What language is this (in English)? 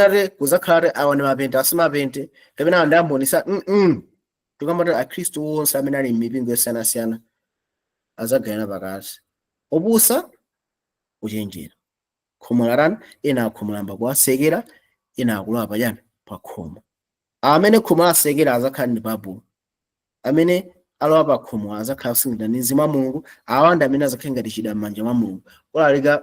Nyanja